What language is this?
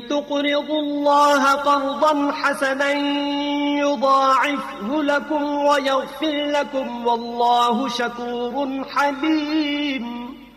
Urdu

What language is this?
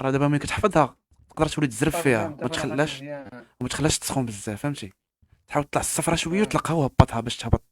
Moroccan Arabic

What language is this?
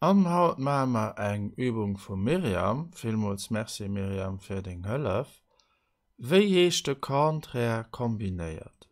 Luxembourgish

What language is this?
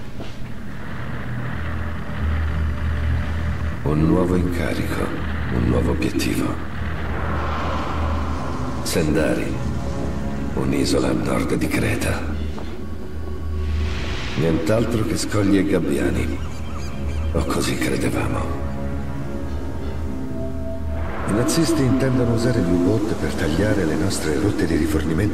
Italian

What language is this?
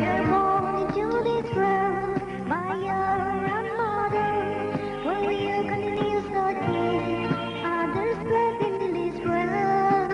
Naga Pidgin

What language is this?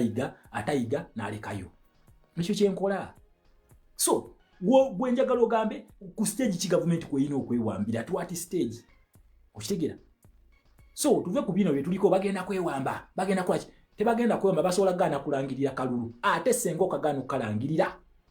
Ganda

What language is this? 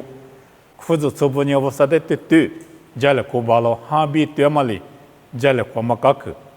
Lisu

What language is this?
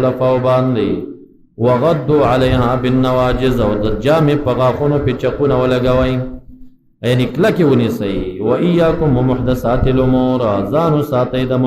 Pashto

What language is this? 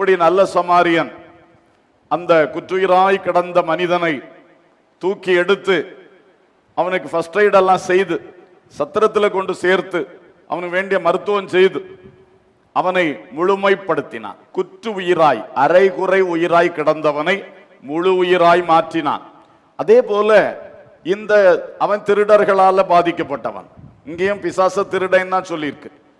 Tamil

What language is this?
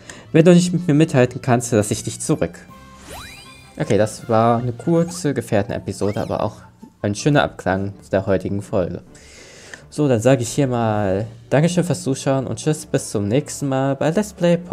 German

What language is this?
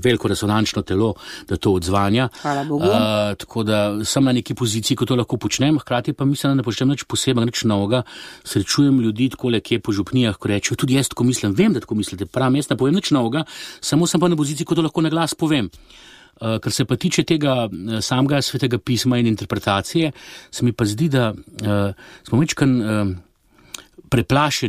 Slovenian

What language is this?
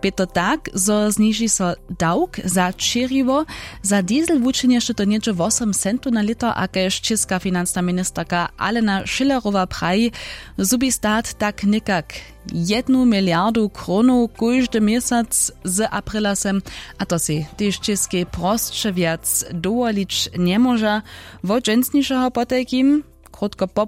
Upper Sorbian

